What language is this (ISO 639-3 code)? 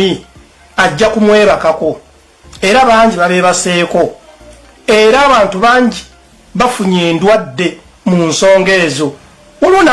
lug